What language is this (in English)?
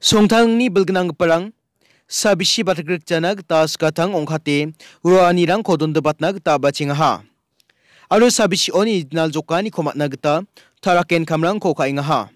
Garo